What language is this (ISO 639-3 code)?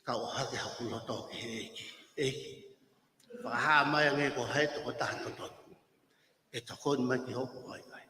ton